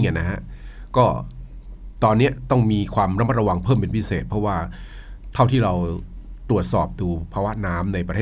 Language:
Thai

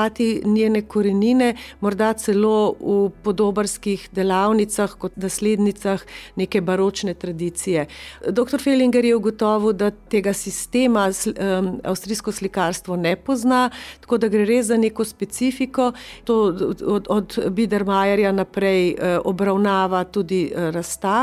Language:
Slovenian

